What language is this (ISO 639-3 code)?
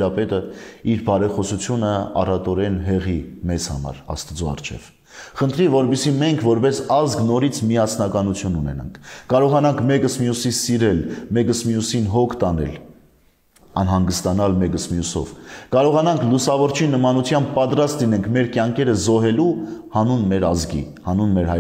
hye